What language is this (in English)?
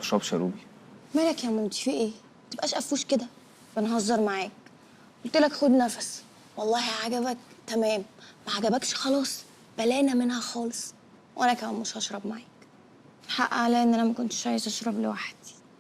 Egyptian Arabic